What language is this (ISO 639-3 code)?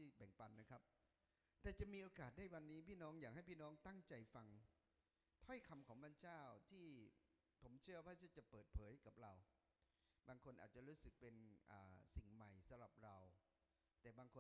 tha